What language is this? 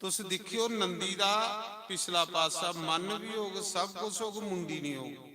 Dogri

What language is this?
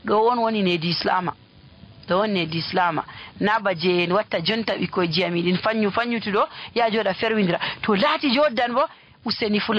Nigerian Fulfulde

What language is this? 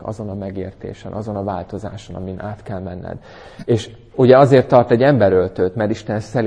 Hungarian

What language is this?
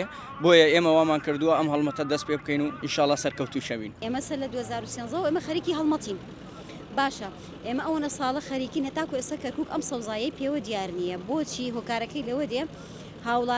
Central Kurdish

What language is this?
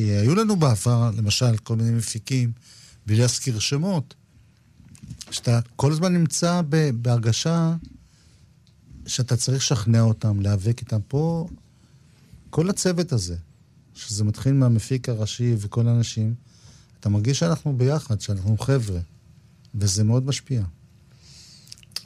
Hebrew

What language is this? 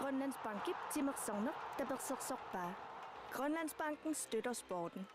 Kalaallisut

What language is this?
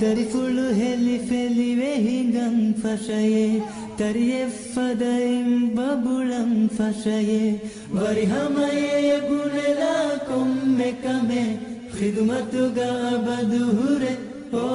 Divehi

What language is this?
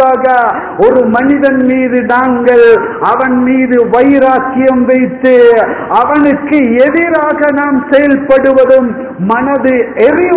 Tamil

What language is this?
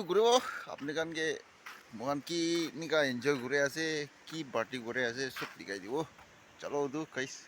Naga Pidgin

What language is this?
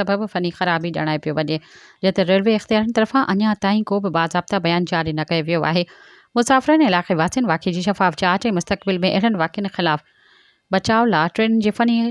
Sindhi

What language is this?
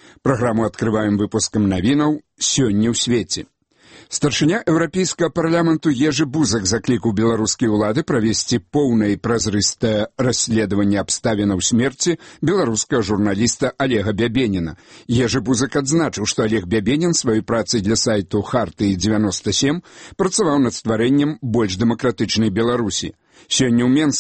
Belarusian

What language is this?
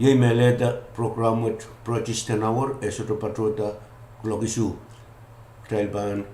Pohnpeian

